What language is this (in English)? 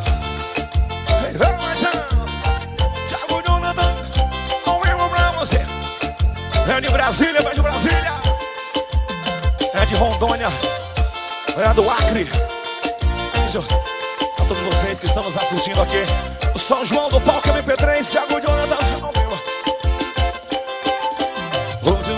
Portuguese